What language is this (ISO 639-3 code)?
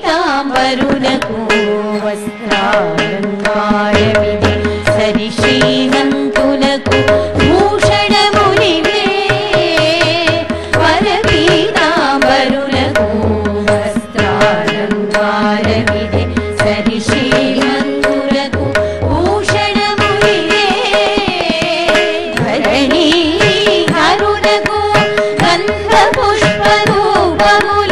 tel